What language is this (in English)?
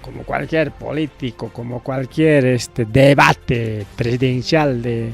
Ayacucho Quechua